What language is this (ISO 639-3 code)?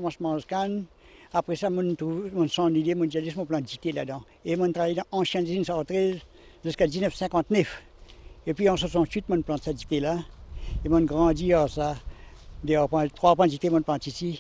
mfe